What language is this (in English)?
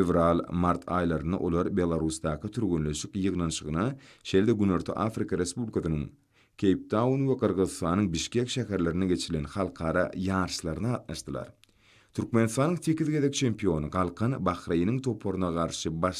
Turkmen